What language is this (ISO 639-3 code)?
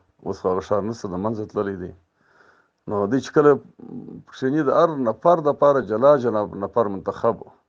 pus